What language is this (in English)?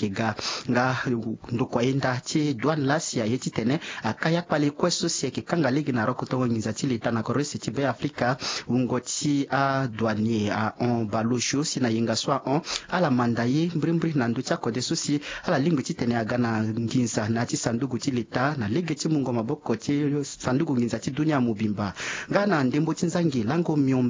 Sango